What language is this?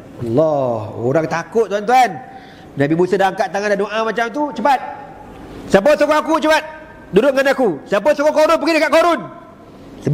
Malay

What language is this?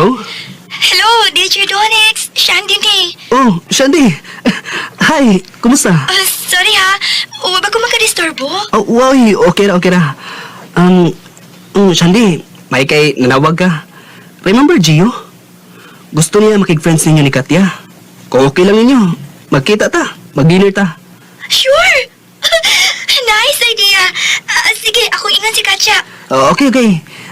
Cebuano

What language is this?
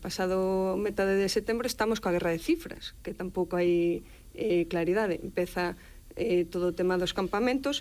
Galician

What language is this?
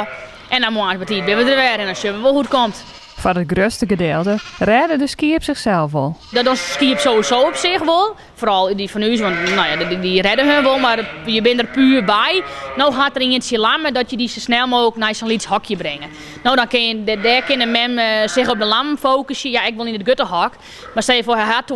Western Frisian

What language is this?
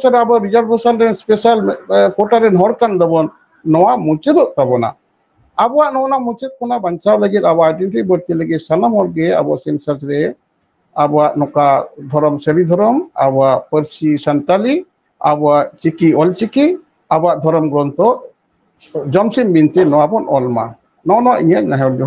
Santali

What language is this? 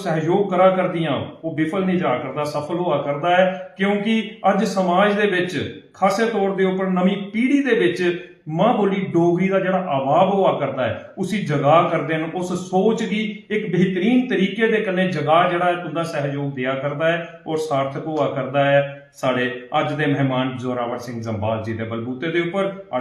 Dogri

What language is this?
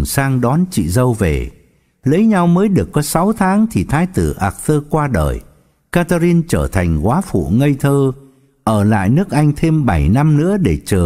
Vietnamese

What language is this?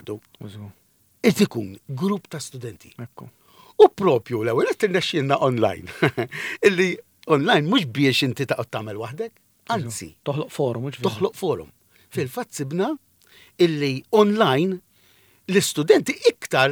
Maltese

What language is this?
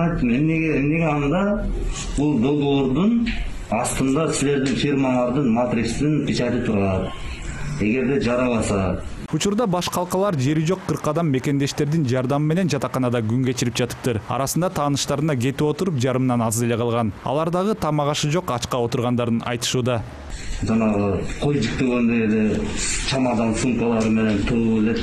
Kyrgyz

